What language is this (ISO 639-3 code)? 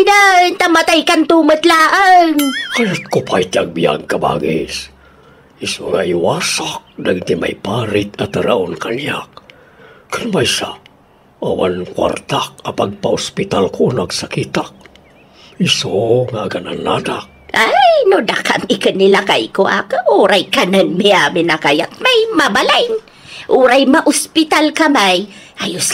ilo